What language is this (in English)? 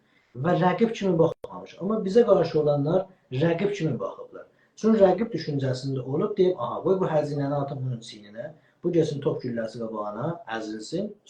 South Azerbaijani